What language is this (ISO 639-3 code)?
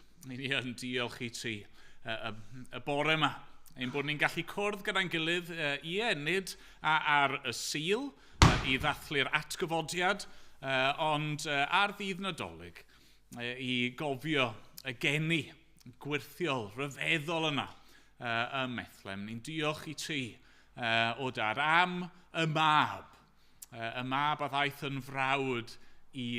cym